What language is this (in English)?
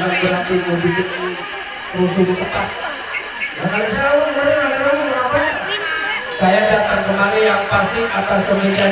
Betawi